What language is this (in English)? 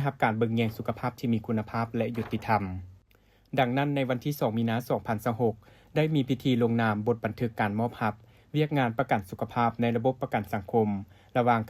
Lao